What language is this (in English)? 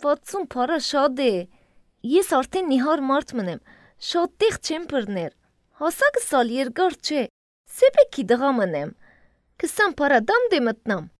Armenian